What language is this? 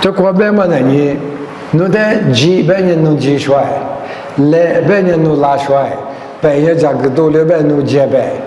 Lisu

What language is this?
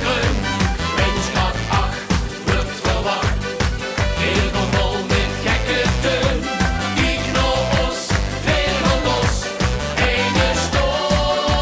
Limburgish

